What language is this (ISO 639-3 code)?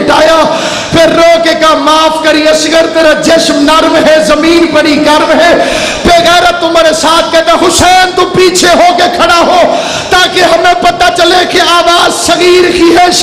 urd